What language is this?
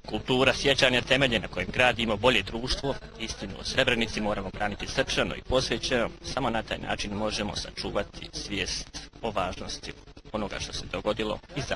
Bosnian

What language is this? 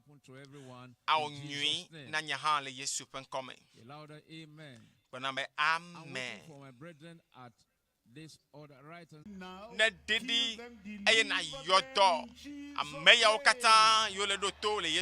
Ewe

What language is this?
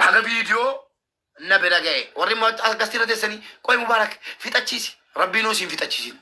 Oromo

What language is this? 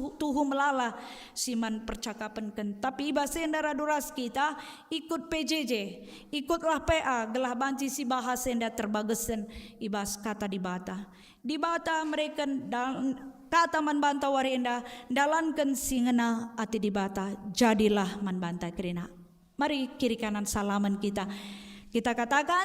Batak Karo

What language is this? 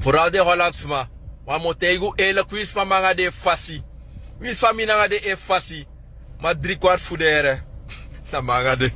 Sranan Tongo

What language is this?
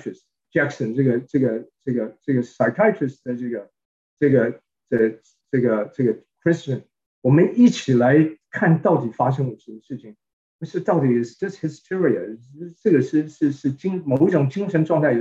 Chinese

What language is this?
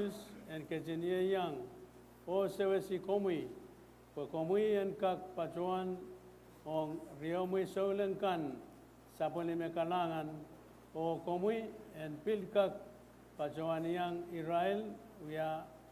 Pohnpeian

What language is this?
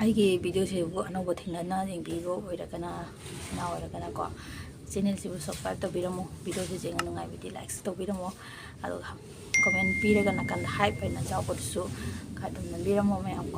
Manipuri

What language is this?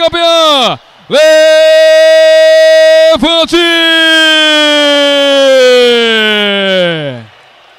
Portuguese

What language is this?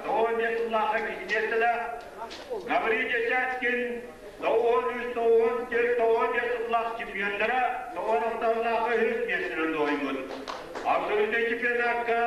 Yakut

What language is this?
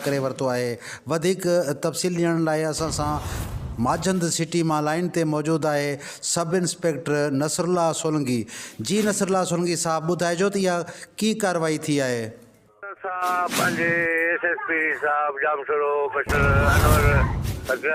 Sindhi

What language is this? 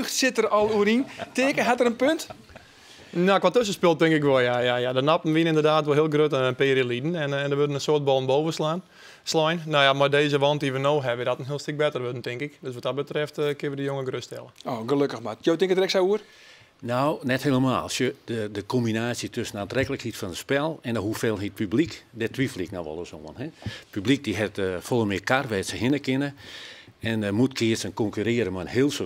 Western Frisian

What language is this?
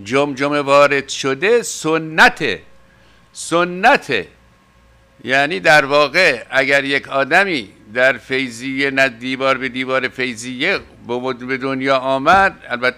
Persian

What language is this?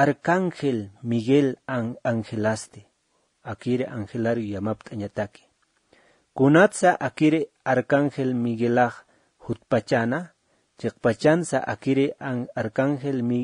Aymara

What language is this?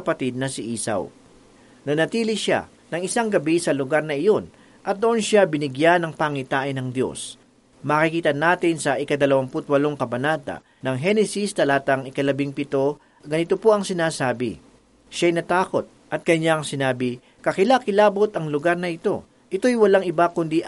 Filipino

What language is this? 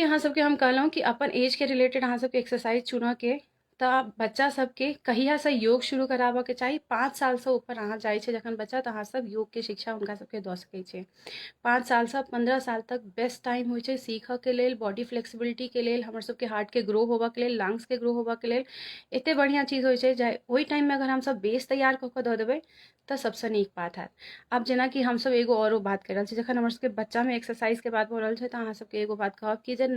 Maithili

